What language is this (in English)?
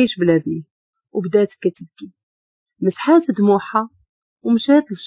Moroccan Arabic